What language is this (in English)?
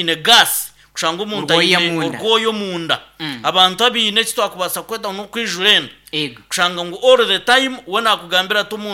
Nyankole